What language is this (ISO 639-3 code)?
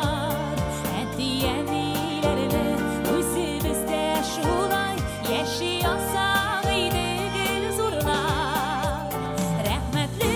bak